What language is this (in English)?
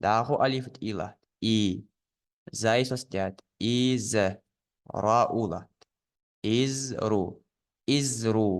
Ingush